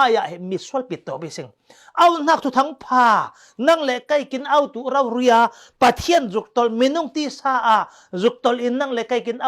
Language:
Falam Chin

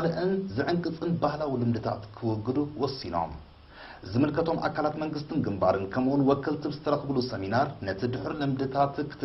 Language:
Tigrinya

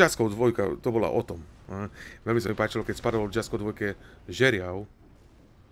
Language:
Slovak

